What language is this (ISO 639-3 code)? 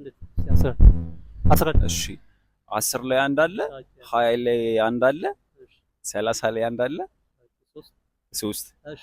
amh